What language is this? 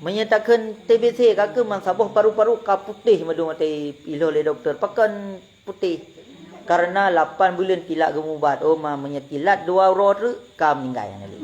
Achinese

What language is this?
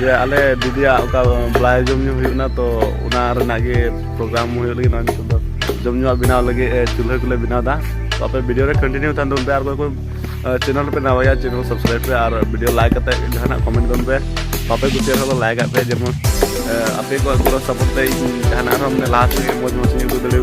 Santali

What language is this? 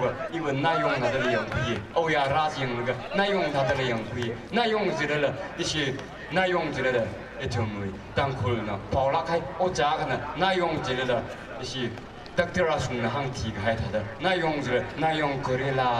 Tangkhul Naga (India)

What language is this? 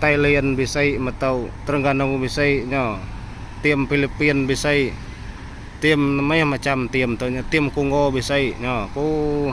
Iban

